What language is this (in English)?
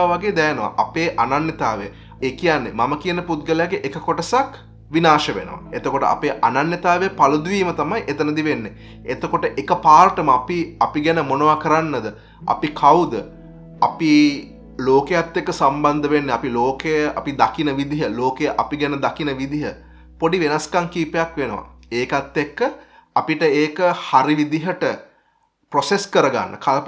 Sinhala